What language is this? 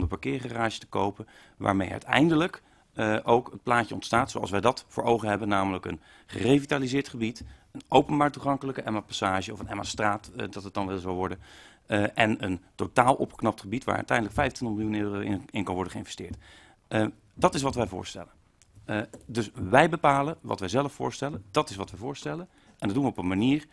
Dutch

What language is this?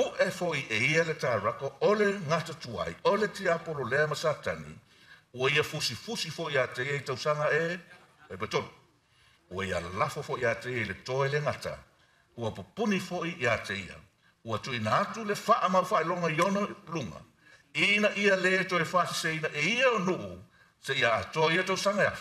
Samoan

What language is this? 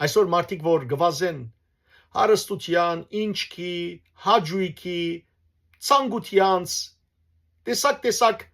Western Armenian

